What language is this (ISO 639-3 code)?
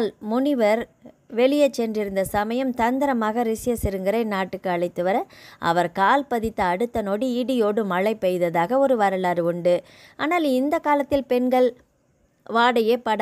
tam